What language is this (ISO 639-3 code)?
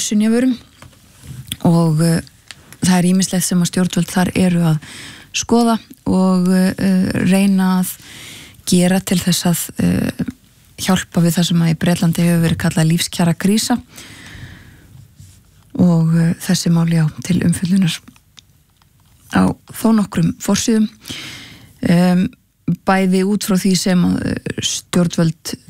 isl